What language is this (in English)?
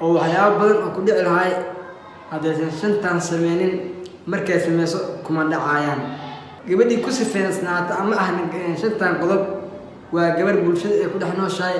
Somali